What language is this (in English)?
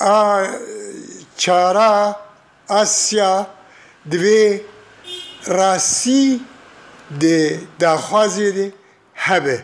Kurdish